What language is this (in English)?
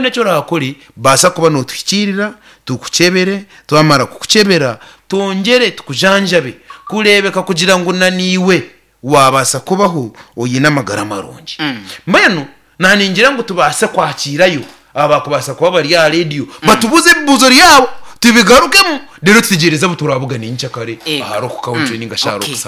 Nyankole